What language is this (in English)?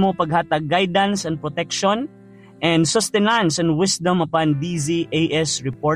Hiligaynon